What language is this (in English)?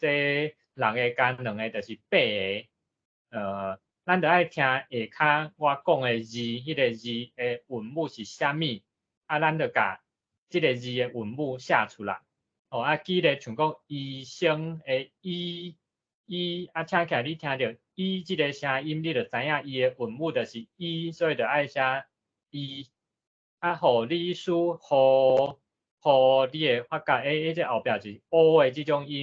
Min Nan Chinese